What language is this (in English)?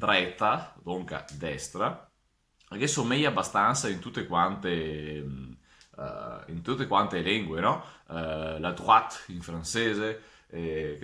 Venetian